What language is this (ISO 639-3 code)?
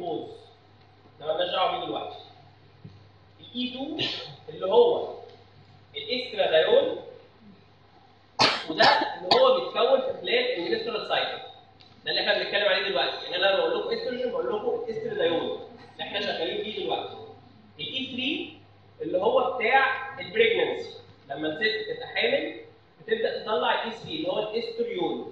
arz